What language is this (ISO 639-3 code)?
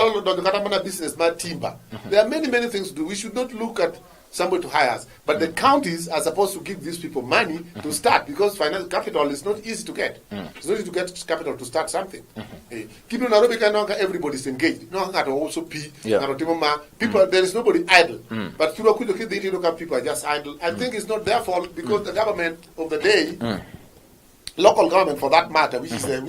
luo